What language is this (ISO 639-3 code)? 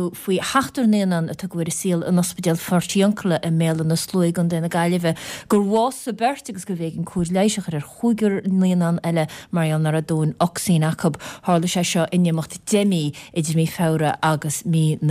gle